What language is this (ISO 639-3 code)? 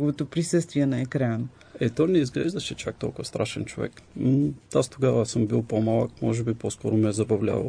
bul